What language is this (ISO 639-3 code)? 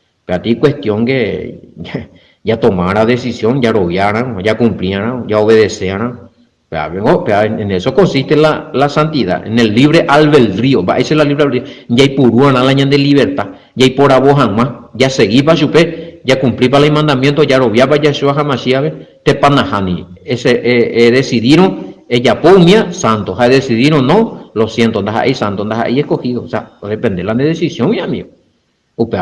grn